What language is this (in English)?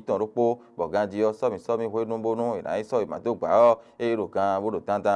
Fon